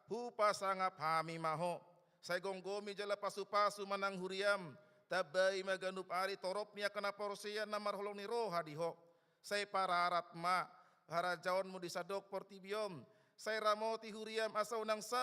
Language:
Batak Toba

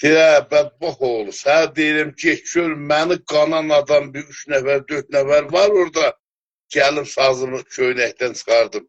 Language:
South Azerbaijani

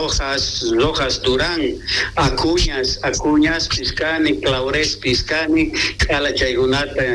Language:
South Bolivian Quechua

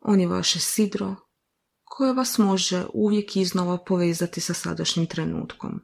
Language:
Croatian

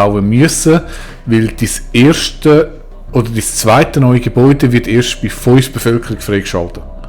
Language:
Swiss German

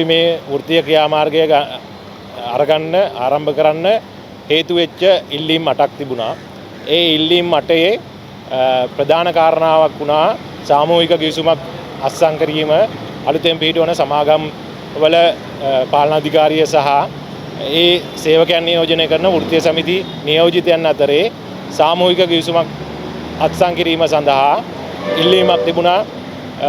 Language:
Sinhala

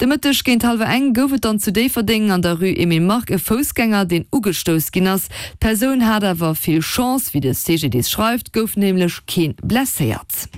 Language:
Luxembourgish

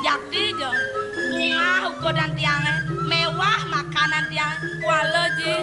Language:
Balinese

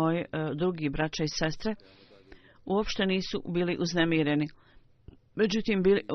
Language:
Bosnian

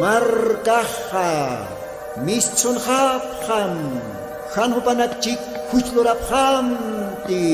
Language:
Aymara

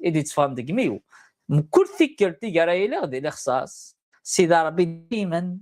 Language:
Kabyle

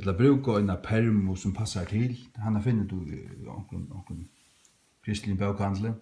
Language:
Faroese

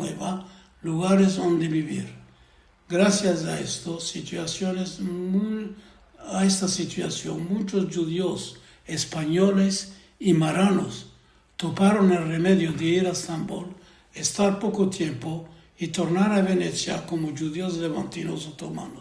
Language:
Ladino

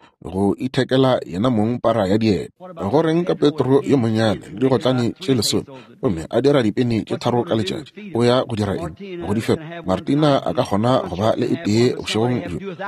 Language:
Northern Sotho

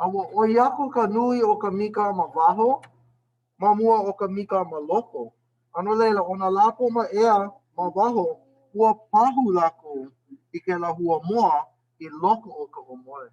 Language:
Hawaiian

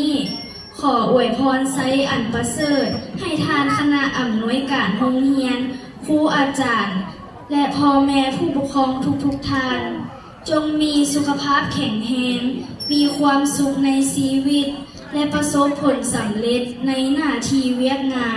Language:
Lao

